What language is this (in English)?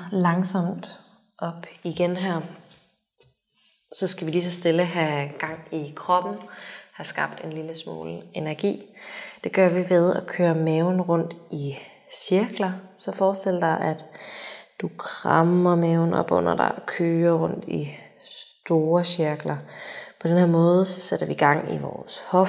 Danish